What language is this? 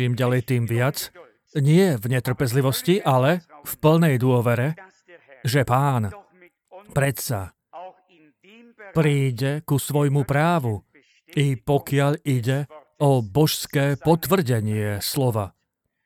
Slovak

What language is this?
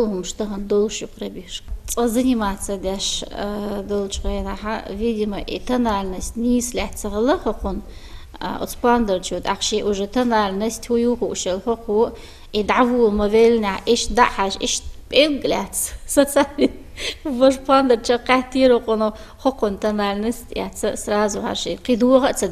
Chechen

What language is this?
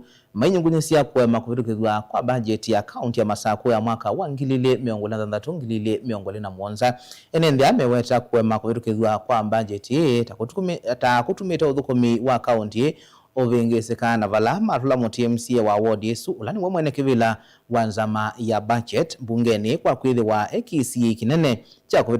Kamba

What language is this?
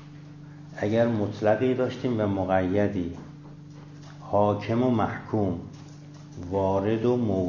Persian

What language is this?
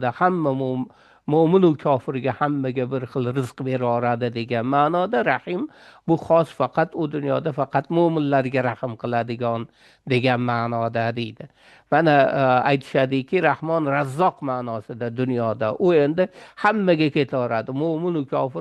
Uzbek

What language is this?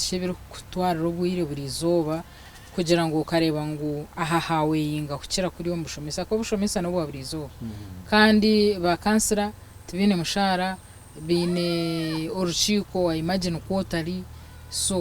Nyankole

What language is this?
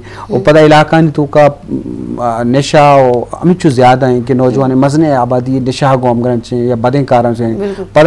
Baluchi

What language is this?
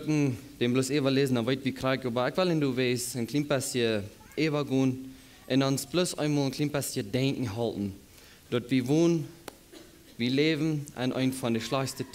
Plautdietsch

